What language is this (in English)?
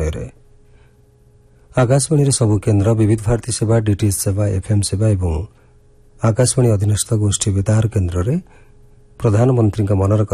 Odia